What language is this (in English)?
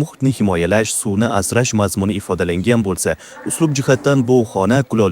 Uzbek